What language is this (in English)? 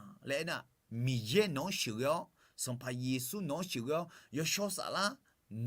Akha